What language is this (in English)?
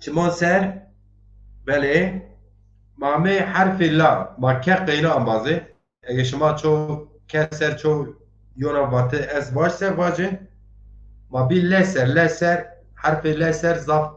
Zaza